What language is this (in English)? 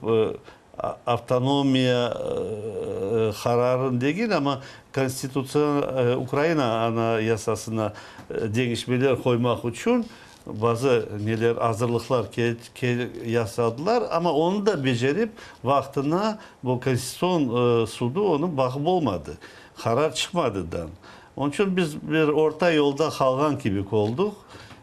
Crimean Tatar